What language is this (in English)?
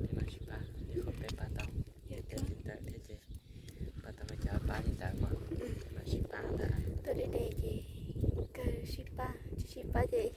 Hmong